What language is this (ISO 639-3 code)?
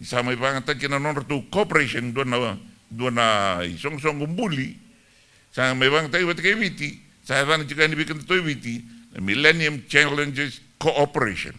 fij